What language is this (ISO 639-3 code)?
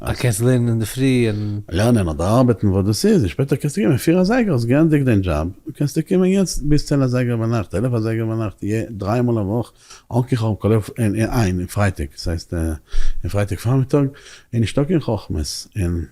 yid